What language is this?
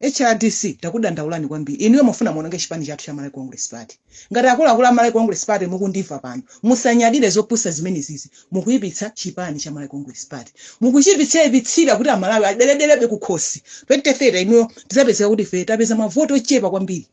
Nyanja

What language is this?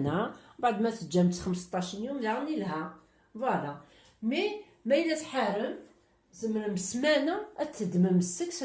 Kabyle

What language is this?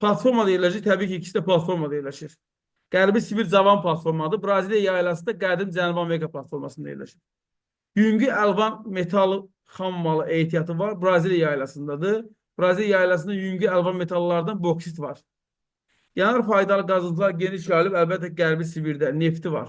Azerbaijani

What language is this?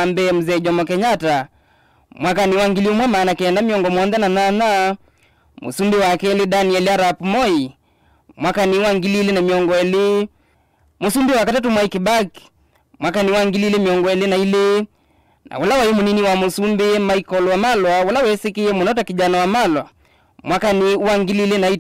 Kamba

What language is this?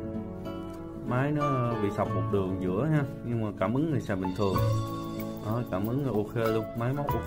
Vietnamese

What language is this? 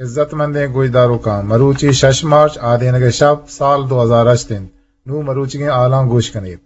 Eastern Balochi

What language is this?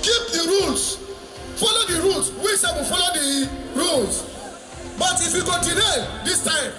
Nigerian Pidgin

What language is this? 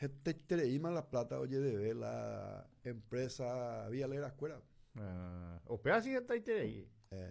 Guarani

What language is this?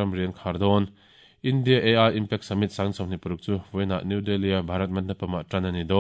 Mizo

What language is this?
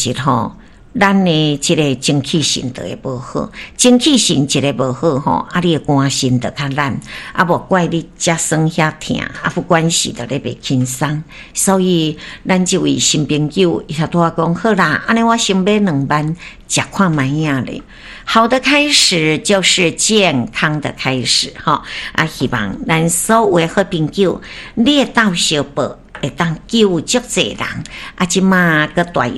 Min Nan Chinese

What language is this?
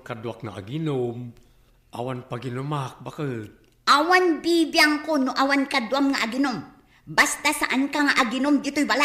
Iloko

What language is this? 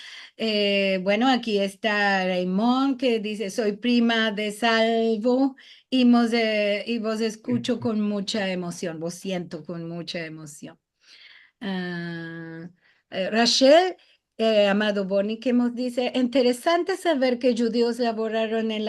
Ladino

